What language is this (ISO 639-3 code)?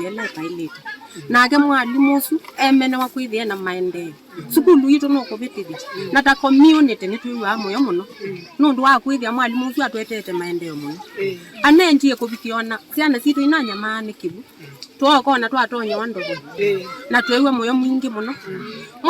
kam